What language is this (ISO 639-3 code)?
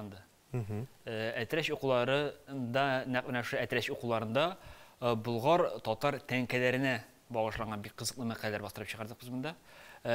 tat